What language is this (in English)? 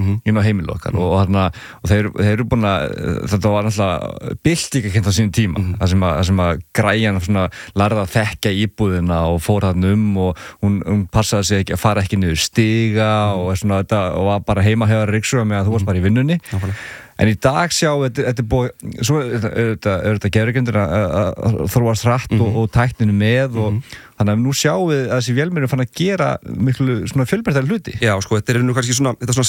Icelandic